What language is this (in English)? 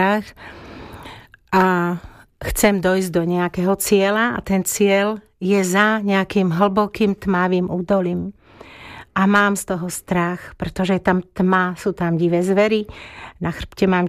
Slovak